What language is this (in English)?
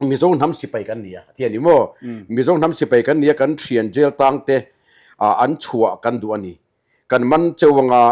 Mizo